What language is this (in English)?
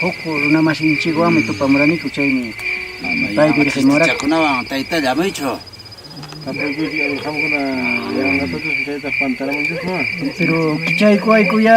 Quechua